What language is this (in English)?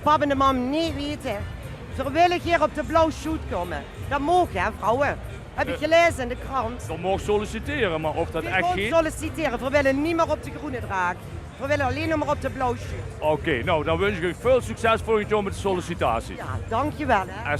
Limburgish